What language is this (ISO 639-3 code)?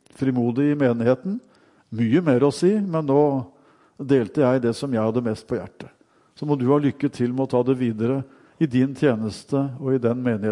nor